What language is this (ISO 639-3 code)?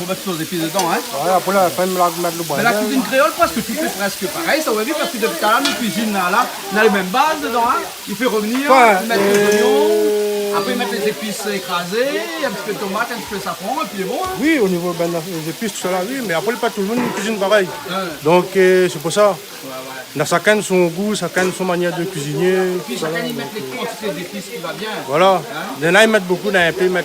rcf